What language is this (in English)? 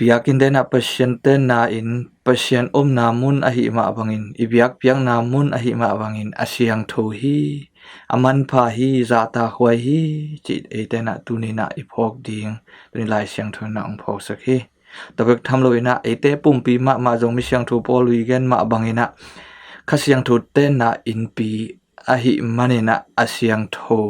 Tedim Chin